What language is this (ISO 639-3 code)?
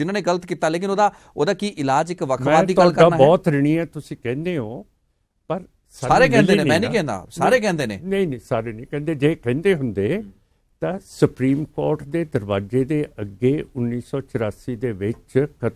pan